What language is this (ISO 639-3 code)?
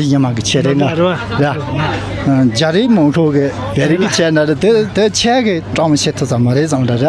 bod